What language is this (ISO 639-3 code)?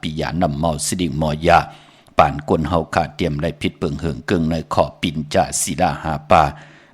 shn